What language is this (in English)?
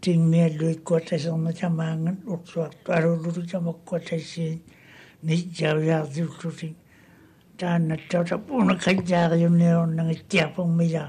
Māori